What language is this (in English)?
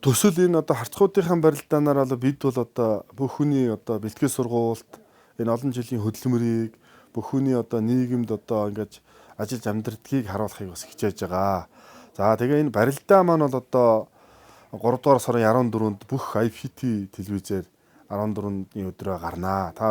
Mongolian